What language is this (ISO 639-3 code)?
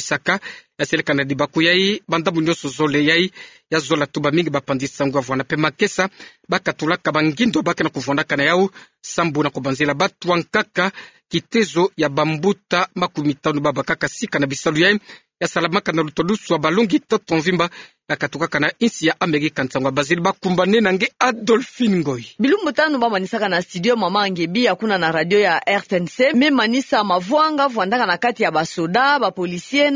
ktu